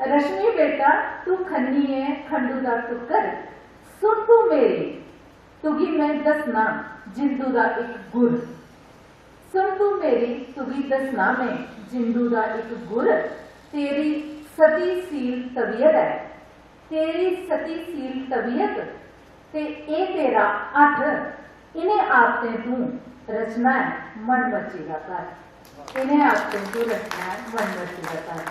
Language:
Dogri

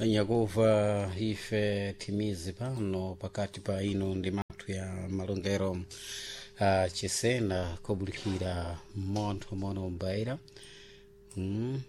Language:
Sena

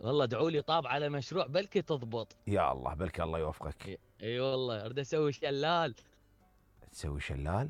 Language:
Mesopotamian Arabic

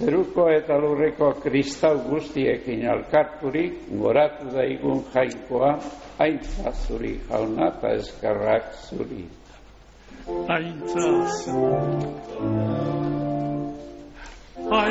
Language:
Basque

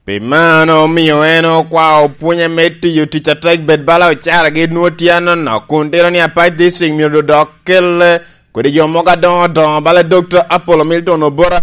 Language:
Lango (Uganda)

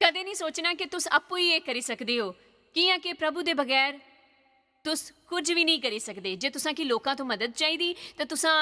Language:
Dogri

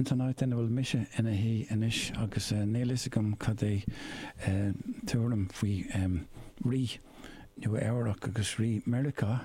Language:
Irish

